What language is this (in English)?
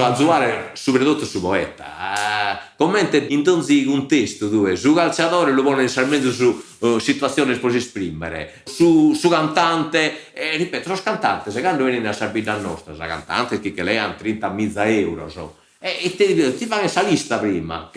Sardinian